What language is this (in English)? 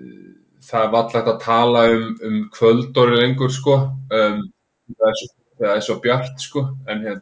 Icelandic